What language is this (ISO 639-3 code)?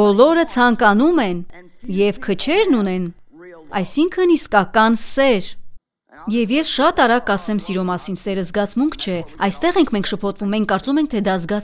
hye